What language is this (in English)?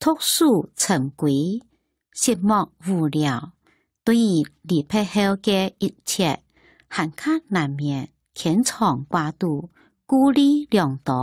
Hakka Chinese